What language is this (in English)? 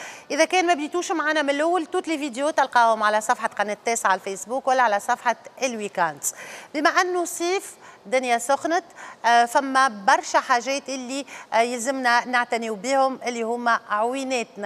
Tunisian Arabic